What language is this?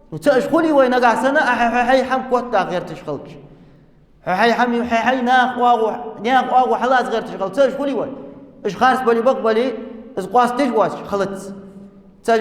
Ingush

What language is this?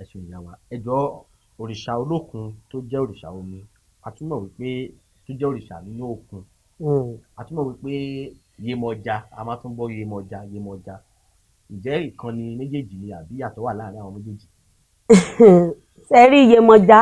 Yoruba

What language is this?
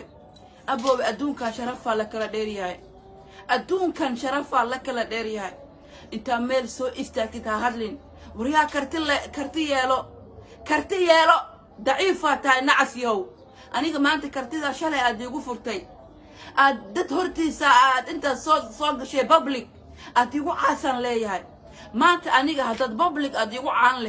Somali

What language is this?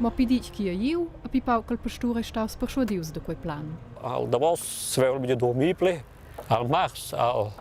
Romansh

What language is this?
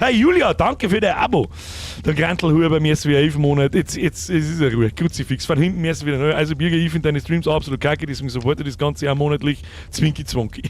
Bavarian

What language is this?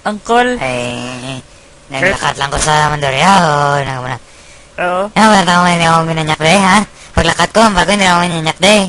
Hiligaynon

